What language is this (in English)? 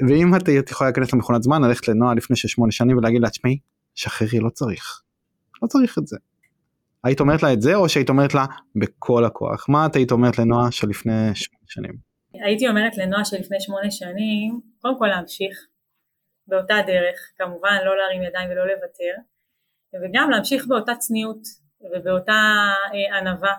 Hebrew